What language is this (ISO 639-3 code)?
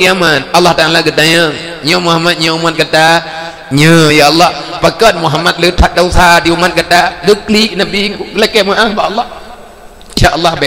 ace